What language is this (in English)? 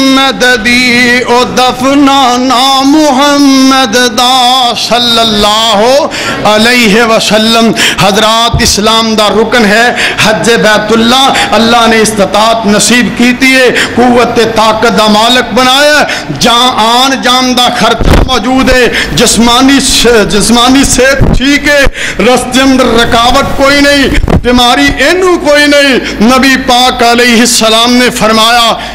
Western Panjabi